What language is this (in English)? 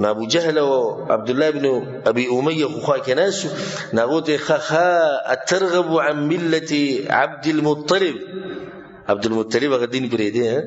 Pashto